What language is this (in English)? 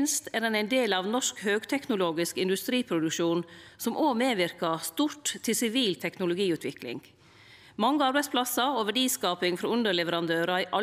Norwegian